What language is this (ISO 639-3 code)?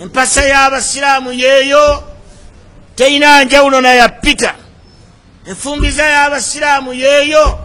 lug